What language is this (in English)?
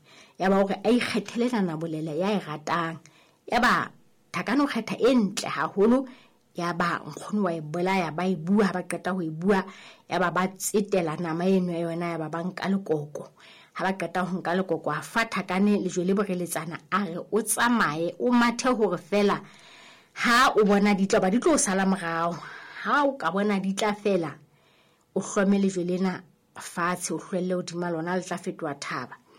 Southern Sotho